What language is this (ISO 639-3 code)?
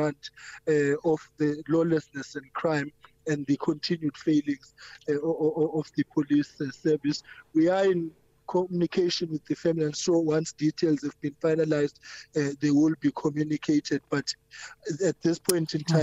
eng